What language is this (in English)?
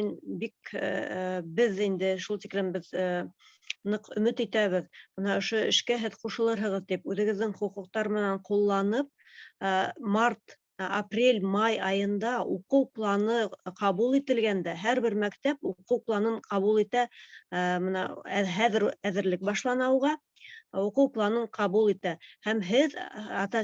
Bashkir